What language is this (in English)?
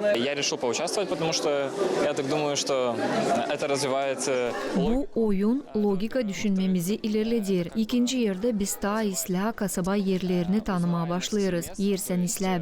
Gagauz